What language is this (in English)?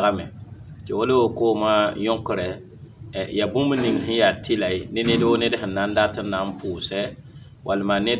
Mossi